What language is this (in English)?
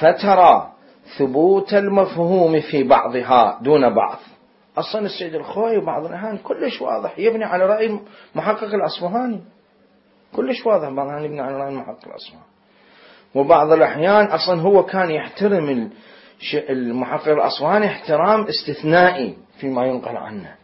Mesopotamian Arabic